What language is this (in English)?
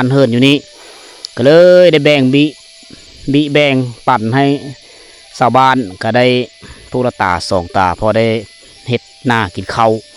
Lao